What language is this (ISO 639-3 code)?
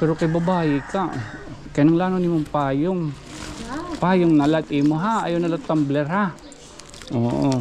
war